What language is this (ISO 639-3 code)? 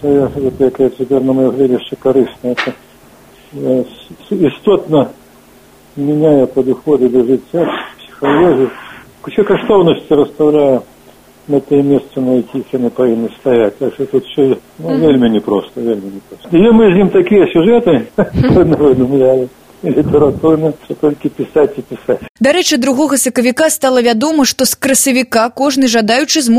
bel